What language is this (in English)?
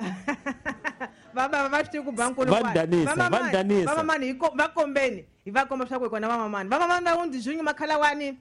Tsonga